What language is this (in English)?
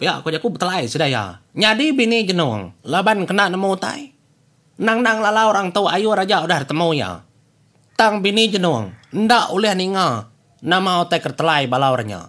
Iban